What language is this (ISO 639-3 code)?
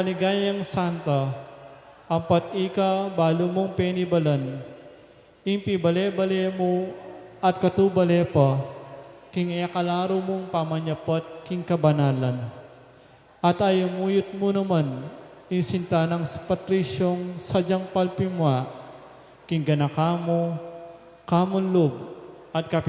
pam